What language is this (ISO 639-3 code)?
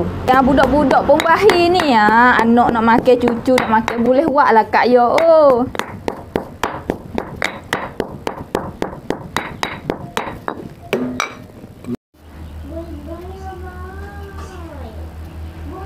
msa